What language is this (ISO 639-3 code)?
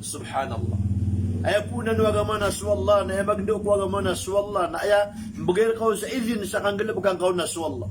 mrw